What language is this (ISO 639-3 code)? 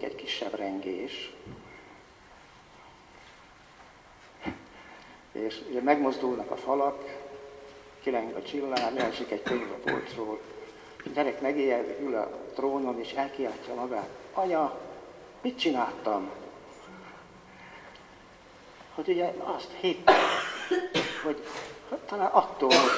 hun